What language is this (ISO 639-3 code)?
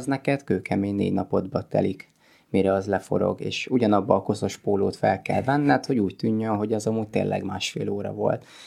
hun